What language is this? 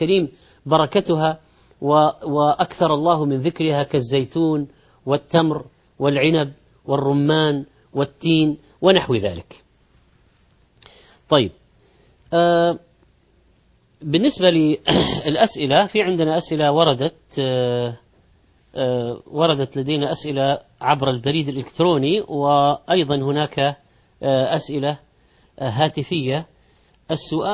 Arabic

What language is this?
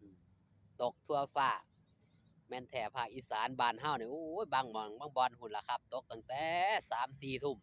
Northeastern Thai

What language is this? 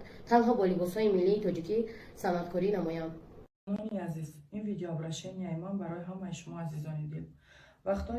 Tajik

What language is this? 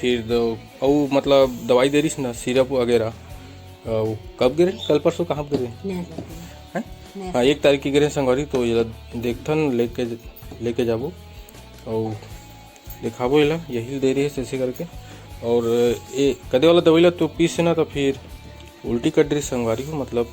Chhattisgarhi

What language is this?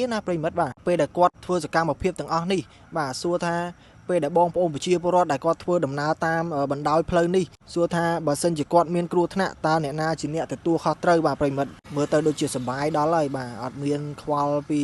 Khmer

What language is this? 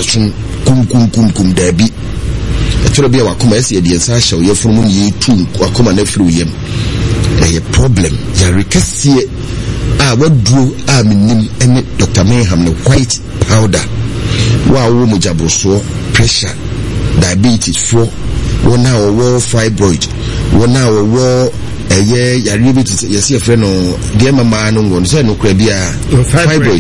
Akan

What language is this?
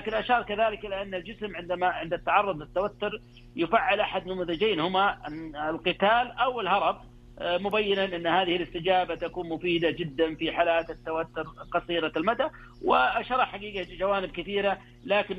Arabic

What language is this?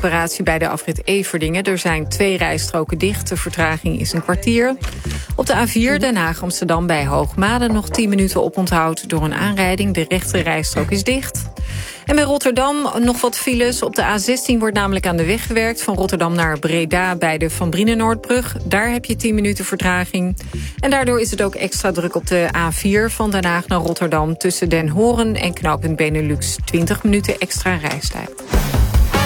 Dutch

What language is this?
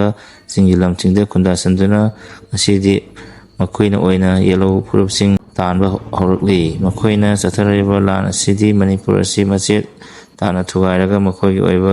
Manipuri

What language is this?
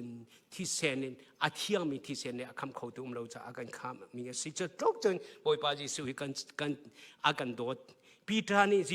Hakha Chin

